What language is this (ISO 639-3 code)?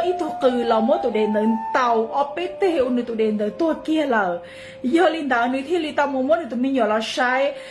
hmn